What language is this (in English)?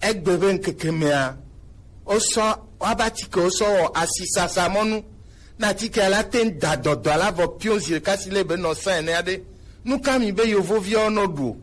Gen